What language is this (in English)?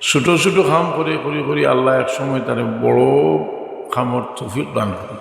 Sylheti